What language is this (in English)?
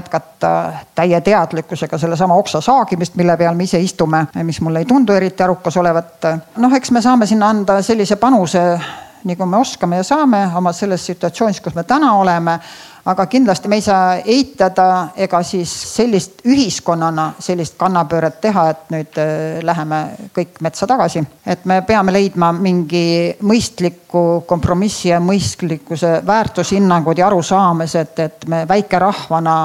Estonian